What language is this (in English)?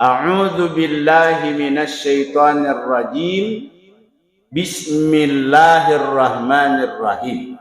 Buginese